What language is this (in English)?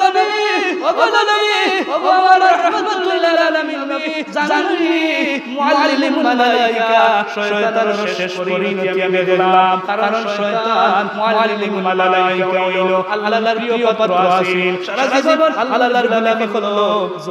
Sylheti